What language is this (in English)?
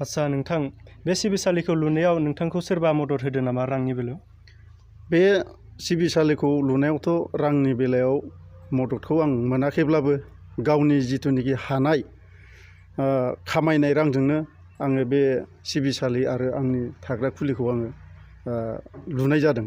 Bodo